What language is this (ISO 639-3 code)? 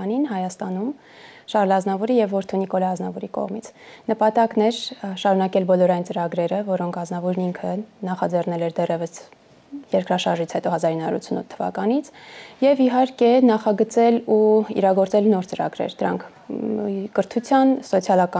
hye